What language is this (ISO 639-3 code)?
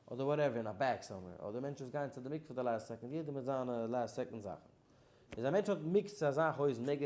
yid